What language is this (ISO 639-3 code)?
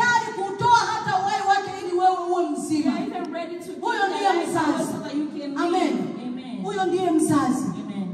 swa